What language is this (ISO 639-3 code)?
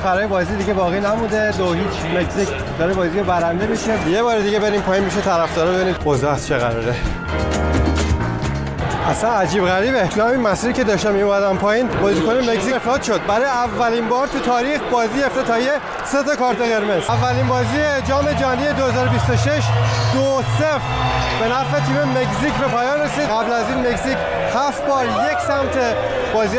fas